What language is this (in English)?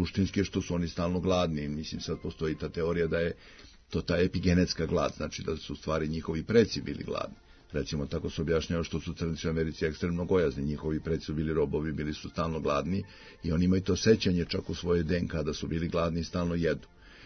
Serbian